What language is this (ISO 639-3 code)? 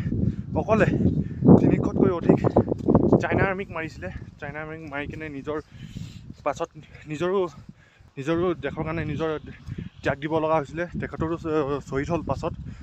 asm